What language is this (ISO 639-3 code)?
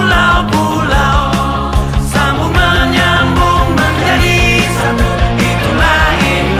ind